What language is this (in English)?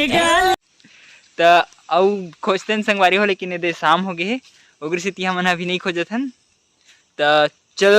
Chhattisgarhi